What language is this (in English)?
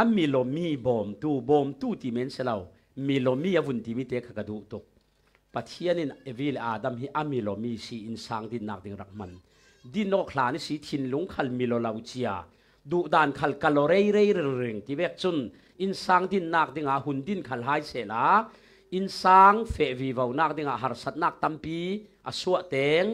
Falam Chin